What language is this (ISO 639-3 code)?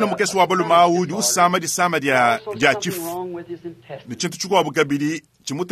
lua